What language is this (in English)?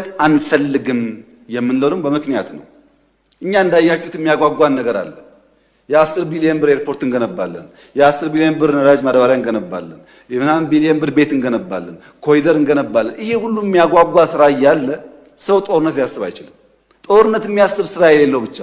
Amharic